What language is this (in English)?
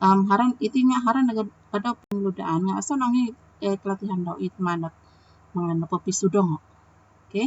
Central Dusun